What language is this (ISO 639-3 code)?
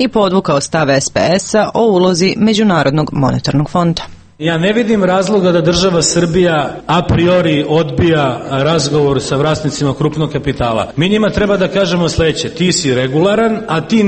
srp